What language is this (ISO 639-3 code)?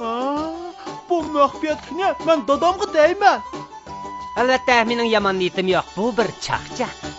uig